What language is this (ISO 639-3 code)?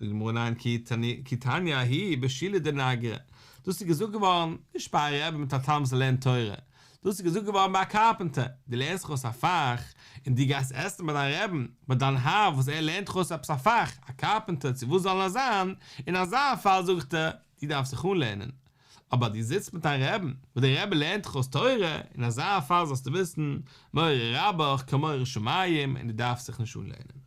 yid